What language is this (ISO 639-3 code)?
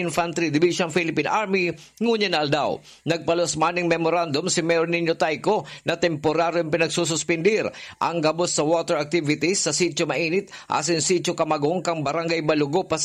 bik